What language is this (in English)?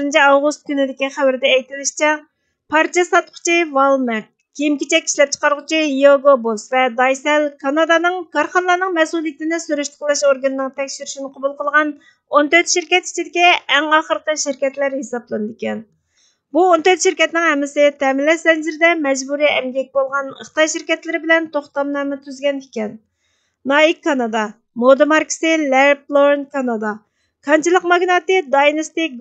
Uyghur